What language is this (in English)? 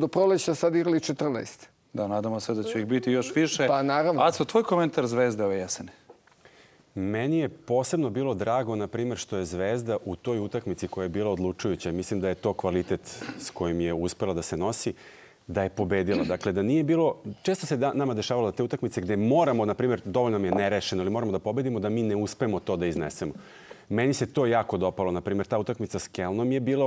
Serbian